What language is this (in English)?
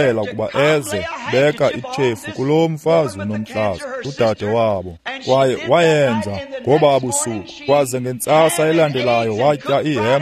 Xhosa